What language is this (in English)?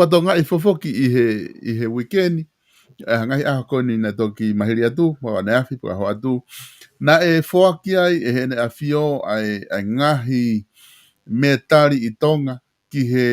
Tongan